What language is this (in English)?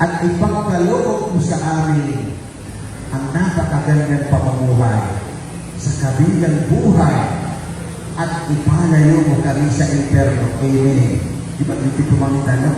Maranao